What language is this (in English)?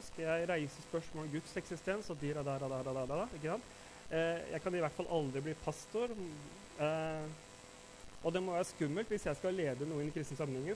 Norwegian